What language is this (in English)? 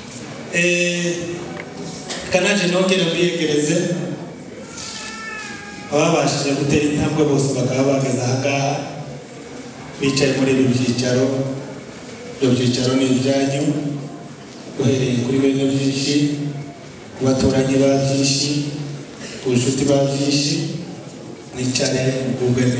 Kinyarwanda